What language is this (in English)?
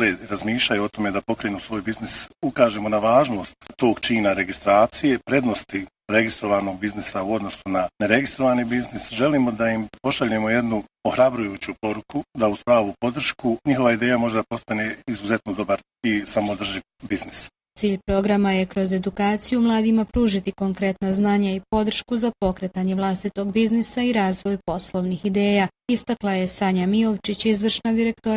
Bosnian